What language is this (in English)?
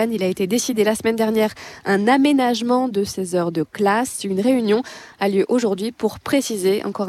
French